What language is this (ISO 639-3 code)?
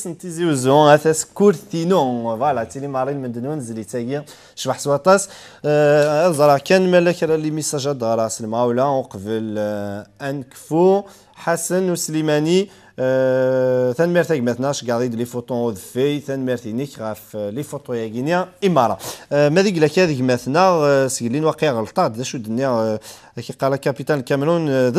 kab